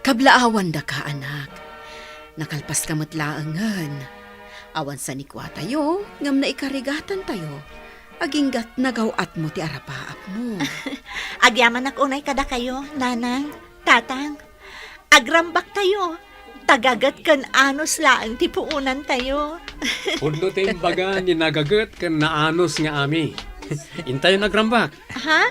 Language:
Iloko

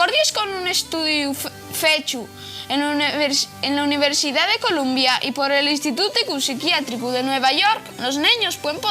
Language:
Asturian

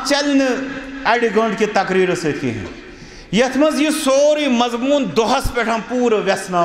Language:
Kashmiri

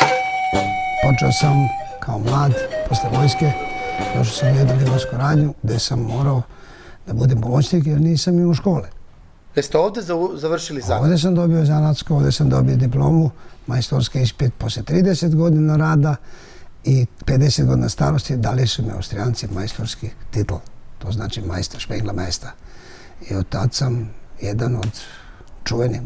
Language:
Serbian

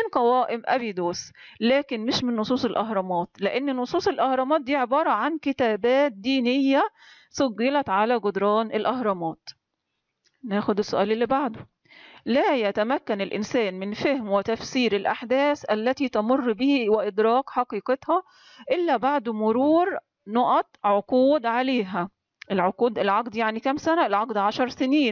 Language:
Egyptian Arabic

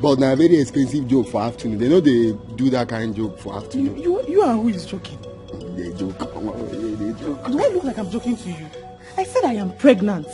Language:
Nigerian Pidgin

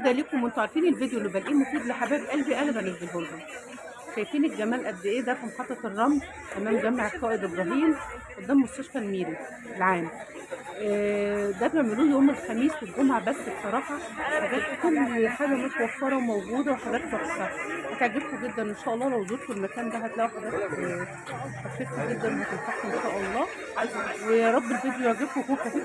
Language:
Egyptian Arabic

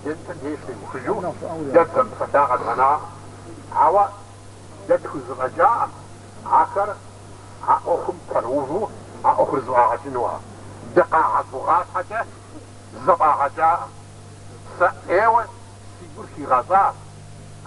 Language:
Kabardian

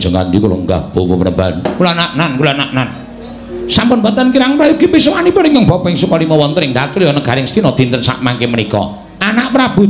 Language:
Javanese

